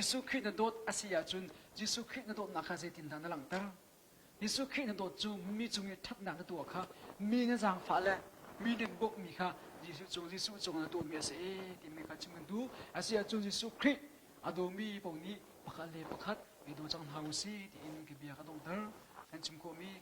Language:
Hakha Chin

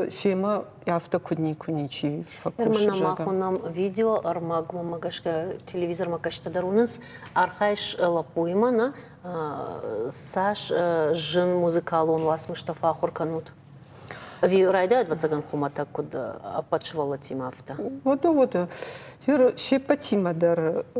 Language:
Ossetic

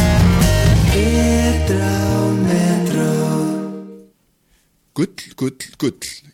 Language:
Icelandic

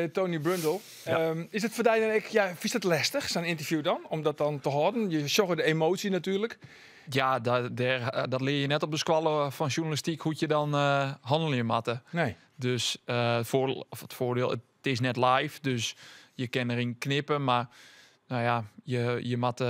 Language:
Western Frisian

